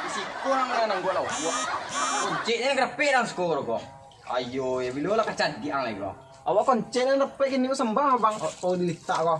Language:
Minangkabau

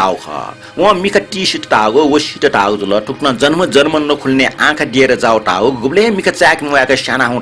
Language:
Newari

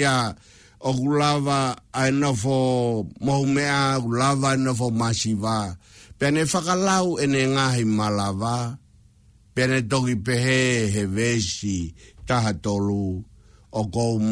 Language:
Tongan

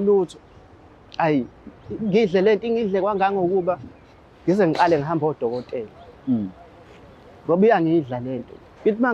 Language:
Zulu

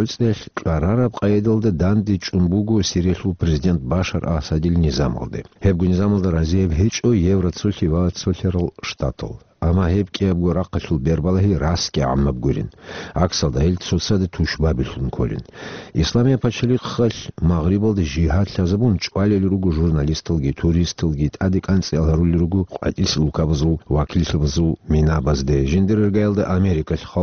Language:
Avaric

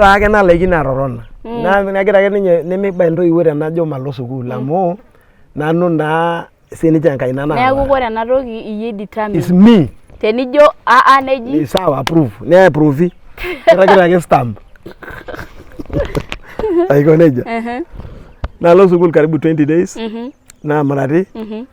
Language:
Masai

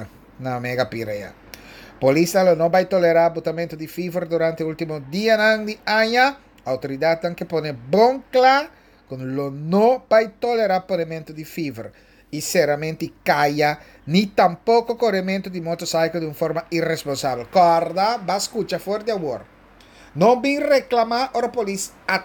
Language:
Papiamento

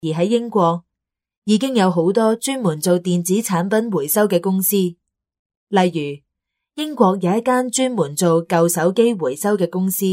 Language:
Cantonese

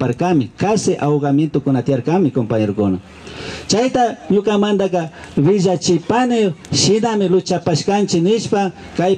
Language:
Imbabura Highland Quichua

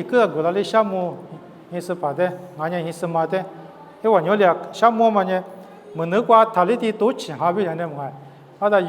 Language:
Lisu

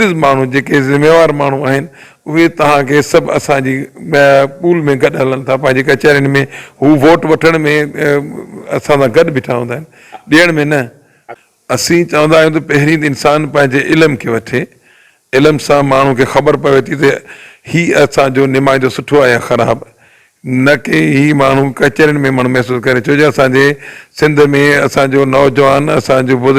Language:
Sindhi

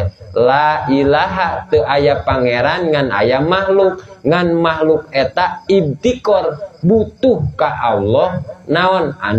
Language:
Sundanese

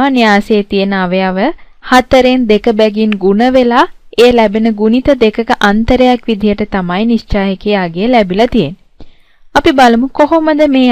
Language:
Sinhala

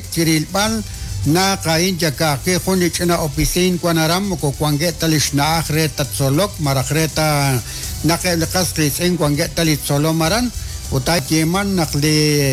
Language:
Kekchí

